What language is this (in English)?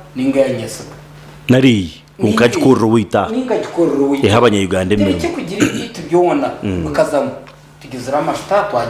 Nyankole